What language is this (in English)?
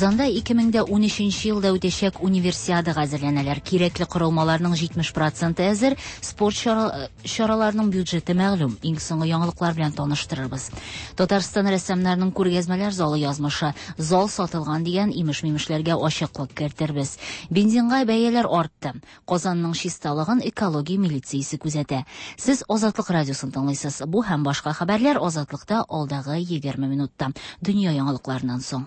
Tatar